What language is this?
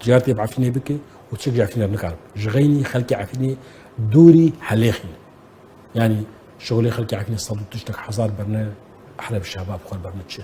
Kurdish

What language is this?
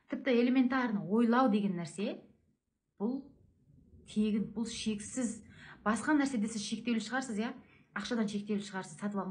Kazakh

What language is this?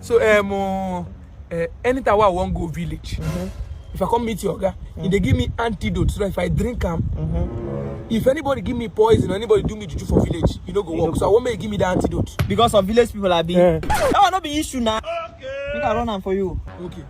Nigerian Pidgin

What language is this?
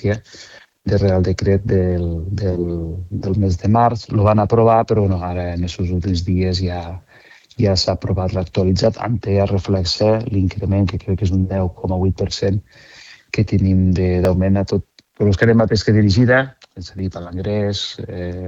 Catalan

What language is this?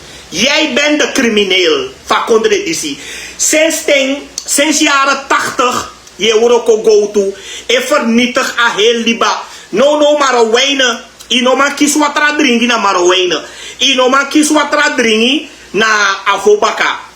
Sranan Tongo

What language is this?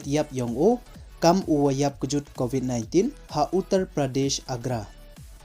Pnar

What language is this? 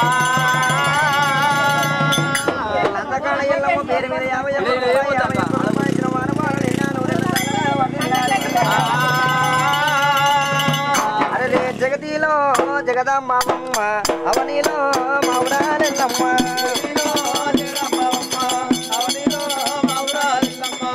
Telugu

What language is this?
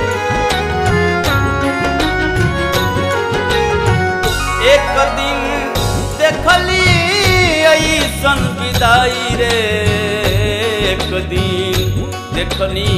Bhojpuri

